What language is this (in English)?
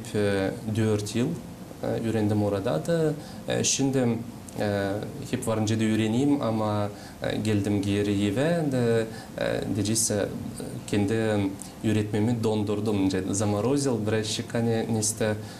Gagauz